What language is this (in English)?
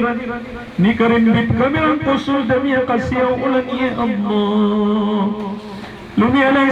Maranao